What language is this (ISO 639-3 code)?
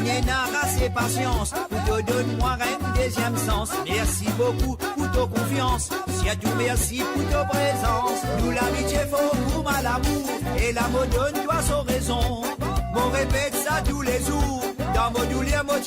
mfe